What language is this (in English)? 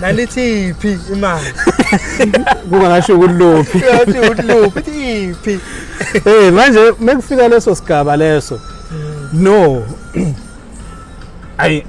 Zulu